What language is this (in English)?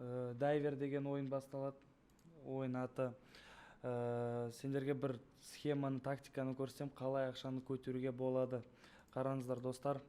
Kazakh